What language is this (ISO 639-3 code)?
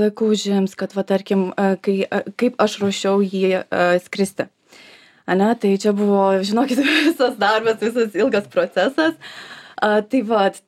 lit